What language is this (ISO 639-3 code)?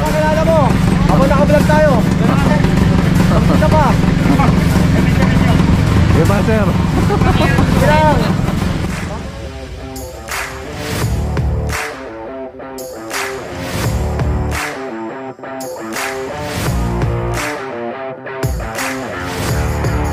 fil